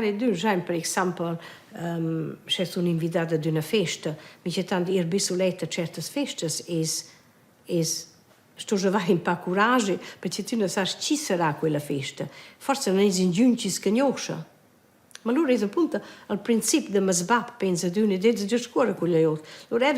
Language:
Romansh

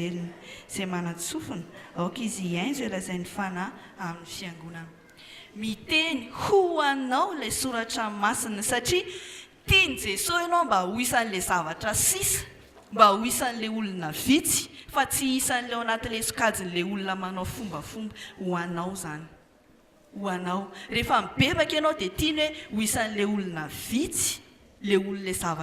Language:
Malagasy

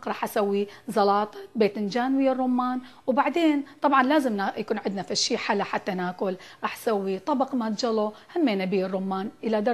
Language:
Mesopotamian Arabic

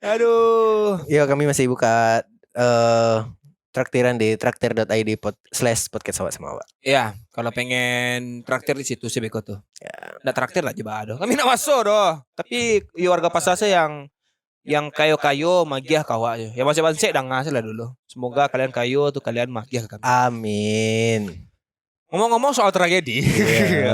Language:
Minangkabau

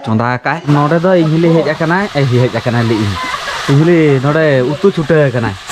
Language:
Santali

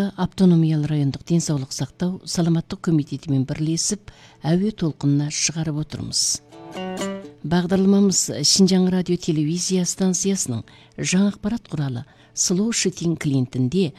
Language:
Kazakh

